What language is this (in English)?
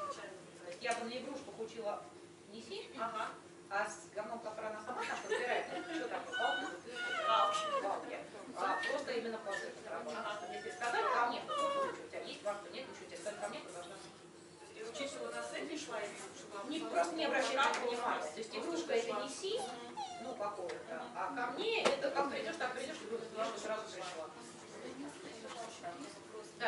Russian